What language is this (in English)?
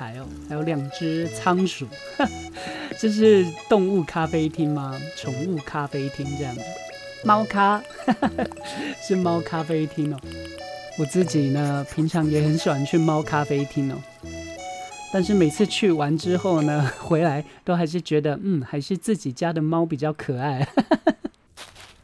Chinese